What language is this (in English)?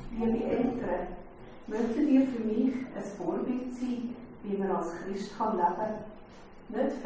Swiss German